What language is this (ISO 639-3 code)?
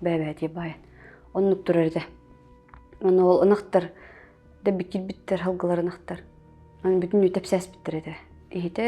sah